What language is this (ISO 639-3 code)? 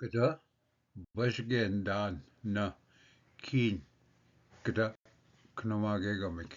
oji